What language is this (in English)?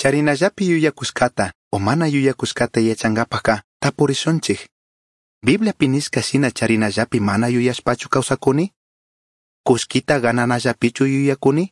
Chimborazo Highland Quichua